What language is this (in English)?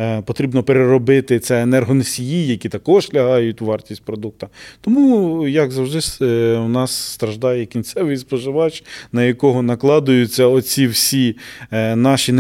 Ukrainian